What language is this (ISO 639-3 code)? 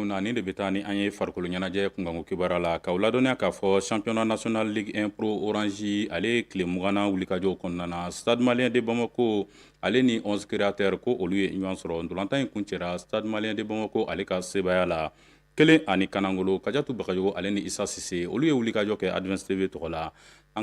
bam